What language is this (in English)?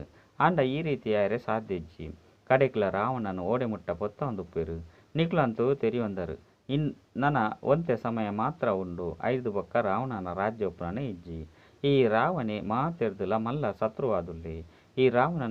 Tulu